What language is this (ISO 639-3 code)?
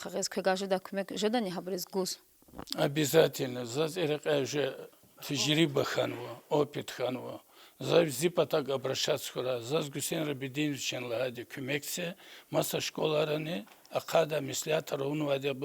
lez